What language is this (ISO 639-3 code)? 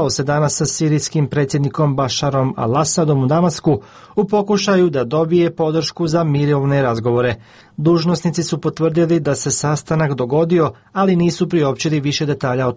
bos